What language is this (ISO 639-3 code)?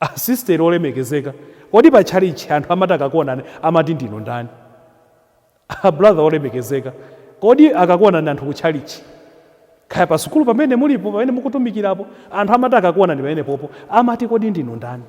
nya